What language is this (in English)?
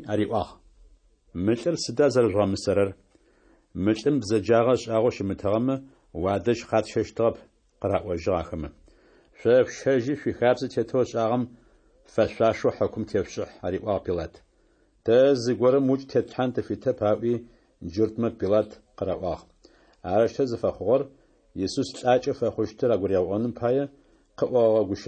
Adyghe